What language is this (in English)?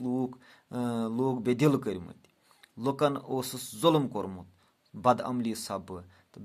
Kashmiri